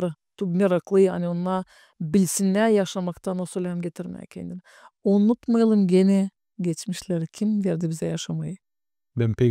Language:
Gagauz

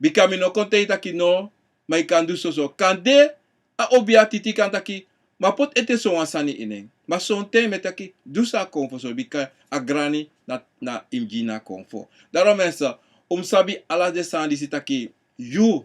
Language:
Sranan Tongo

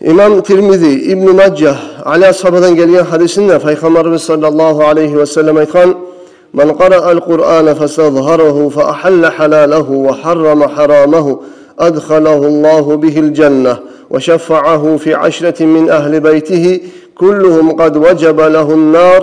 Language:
Kumyk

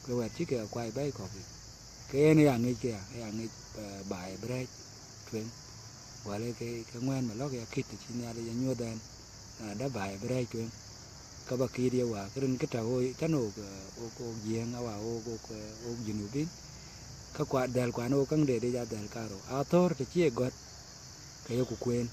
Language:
Dinka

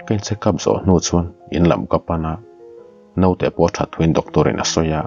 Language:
Mizo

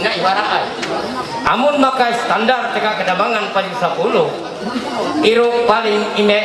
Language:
Ma'anyan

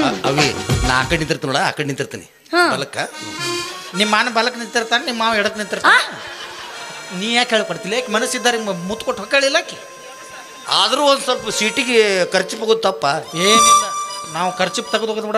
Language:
Kannada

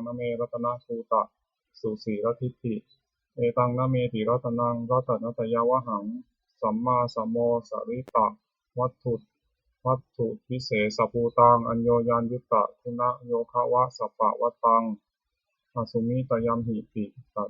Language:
Pali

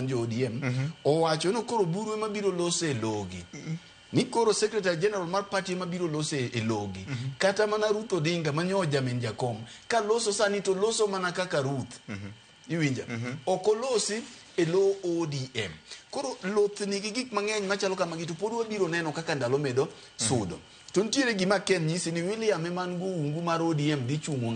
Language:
Luo (Kenya and Tanzania)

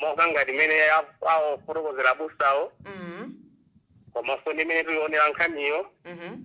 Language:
Nyanja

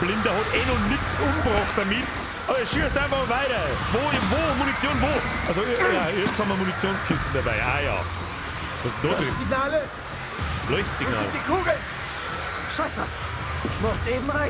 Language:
Bavarian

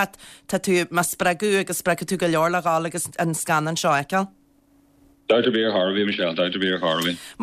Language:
Irish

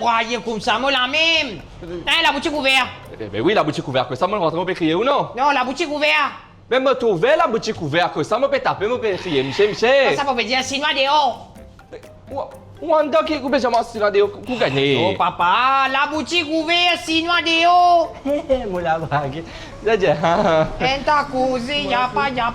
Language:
Morisyen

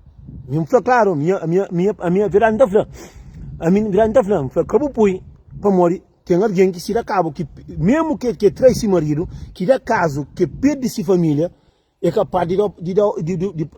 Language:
Kabuverdianu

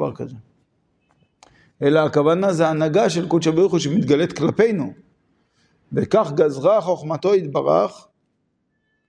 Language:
Hebrew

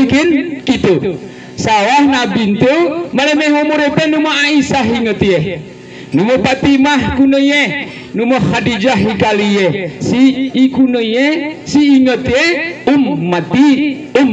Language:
Gayo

